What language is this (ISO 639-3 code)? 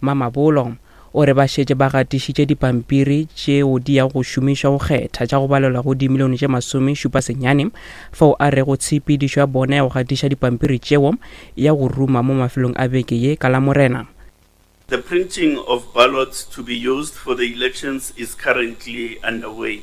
nso